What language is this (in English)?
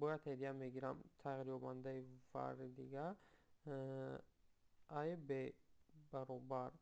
Tajik